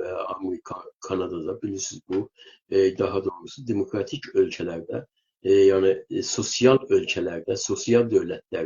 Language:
South Azerbaijani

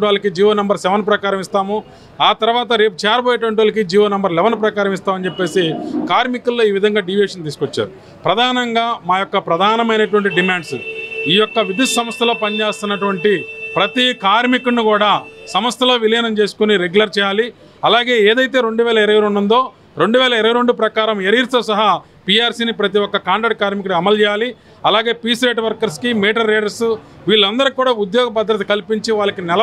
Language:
Telugu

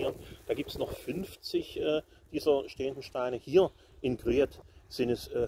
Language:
German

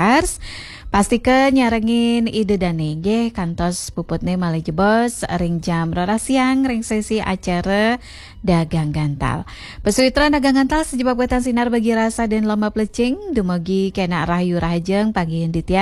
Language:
Balinese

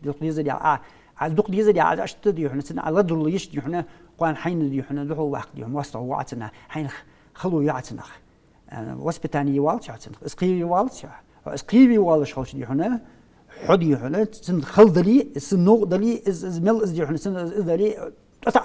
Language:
Ingush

